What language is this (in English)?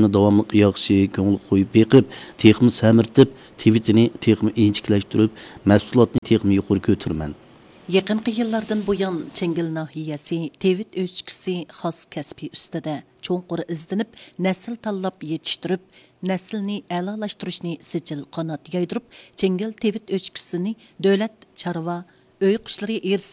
Uyghur